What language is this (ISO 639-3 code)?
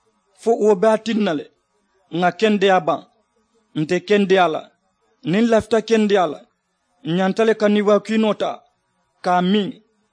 man